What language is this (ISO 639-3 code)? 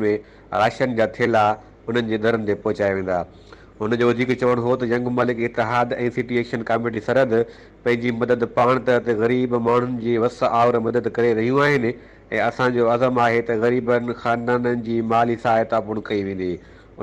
snd